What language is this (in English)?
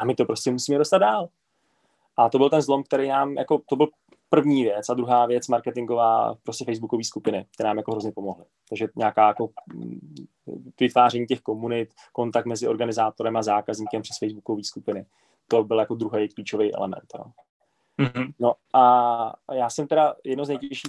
Czech